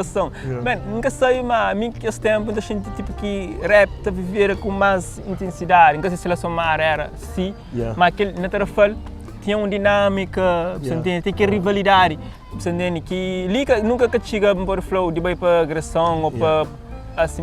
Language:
Kabuverdianu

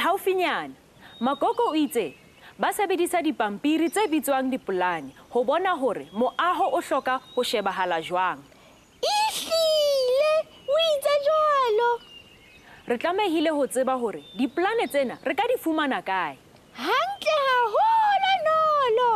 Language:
Southern Sotho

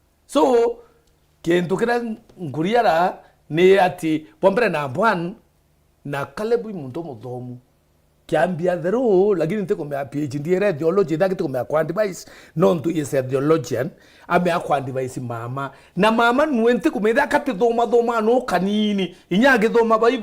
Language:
Meru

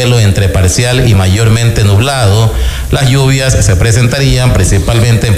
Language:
Spanish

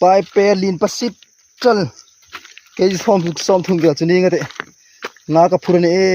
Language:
Hmar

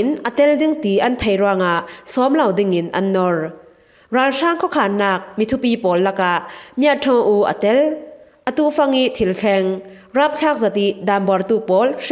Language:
Falam Chin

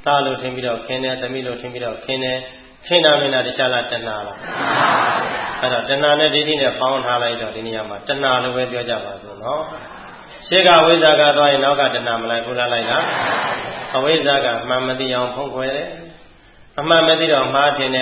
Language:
Burmese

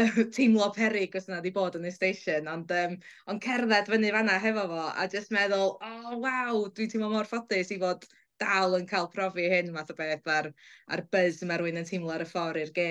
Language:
Welsh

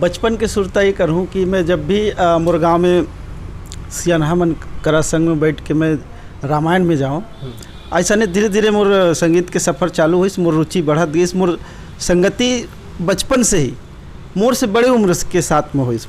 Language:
Chhattisgarhi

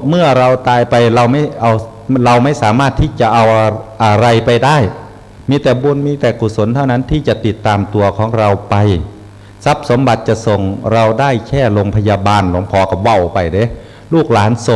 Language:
Northeastern Thai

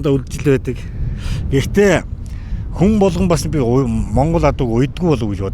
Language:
Mongolian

